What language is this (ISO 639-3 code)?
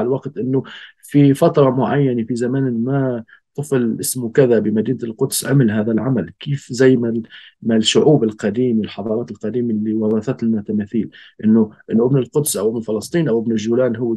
apc